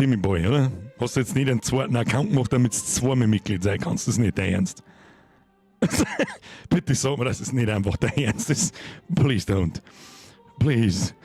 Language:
Bavarian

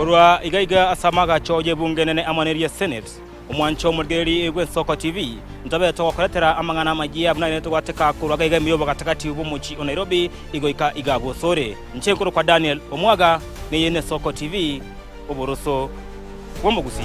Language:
Gusii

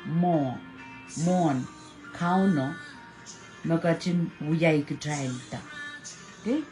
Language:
Pohnpeian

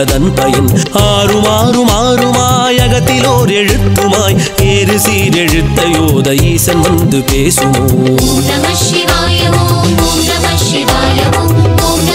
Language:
Tamil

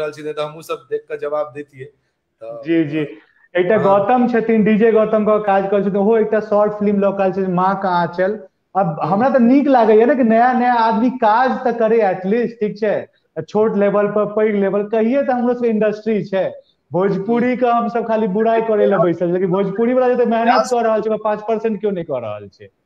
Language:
Maithili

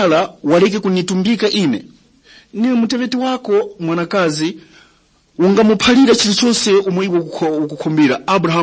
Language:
Tumbuka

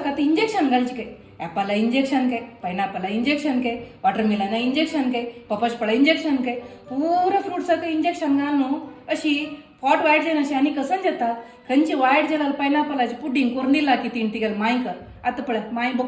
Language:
Konkani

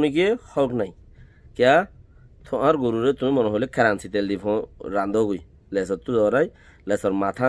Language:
Rohingya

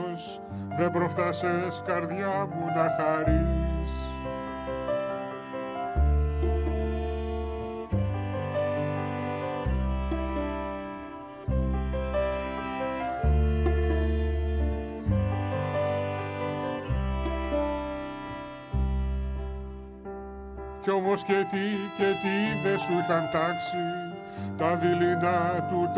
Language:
Greek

